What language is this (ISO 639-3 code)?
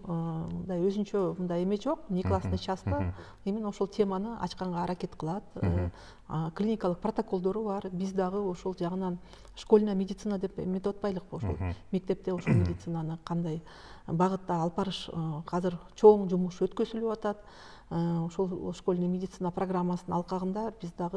kir